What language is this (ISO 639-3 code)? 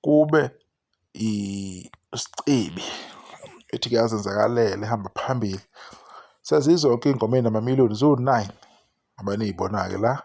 zul